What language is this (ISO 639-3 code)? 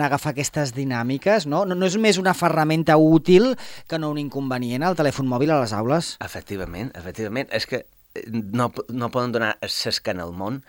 cat